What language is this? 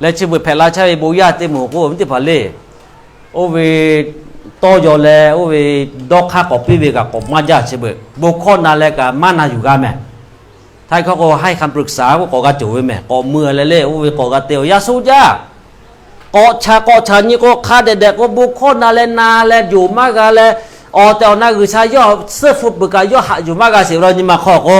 Lahu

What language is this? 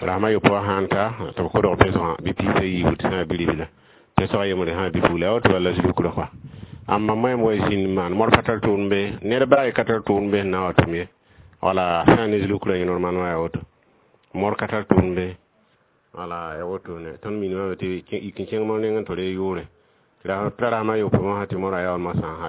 Mossi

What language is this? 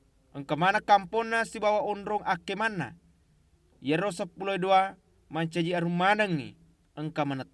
Buginese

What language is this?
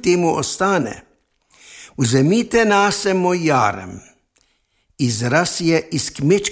Slovenian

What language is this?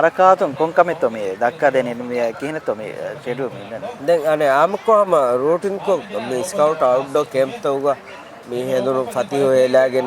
Divehi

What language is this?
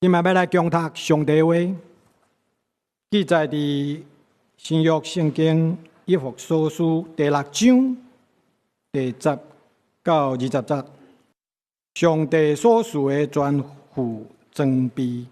Min Nan Chinese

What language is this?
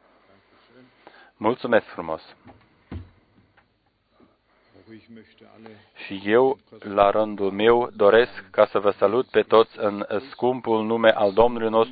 Romanian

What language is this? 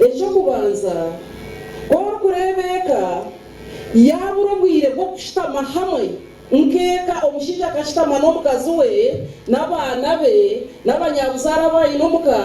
Nyankole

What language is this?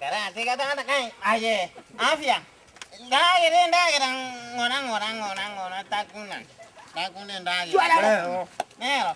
Gusii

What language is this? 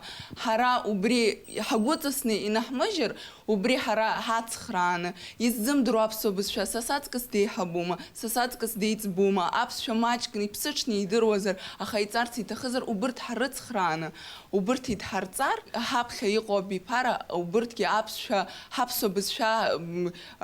Abkhazian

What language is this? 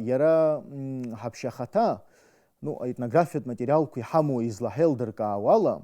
Abkhazian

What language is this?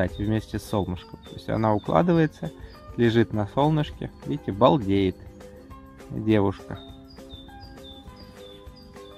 Russian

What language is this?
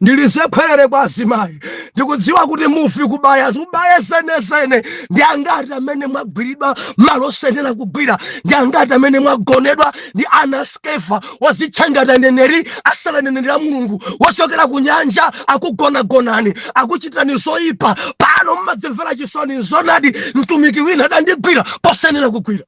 Nyanja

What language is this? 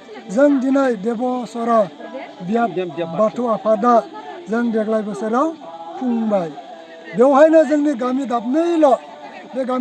Bodo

